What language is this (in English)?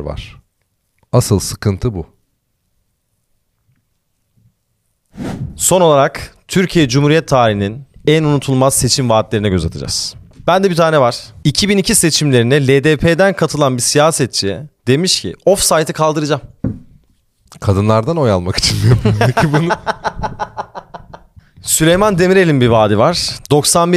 Turkish